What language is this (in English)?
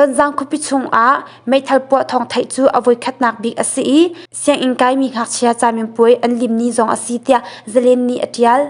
Hakha Chin